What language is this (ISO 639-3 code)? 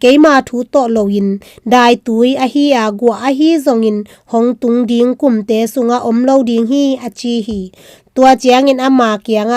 ctd